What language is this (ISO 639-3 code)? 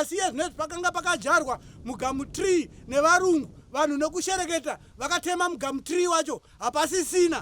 sna